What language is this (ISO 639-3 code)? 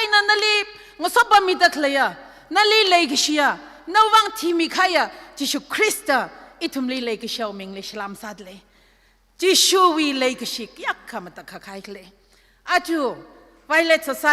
nmf